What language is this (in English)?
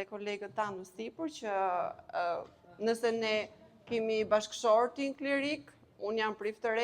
Albanian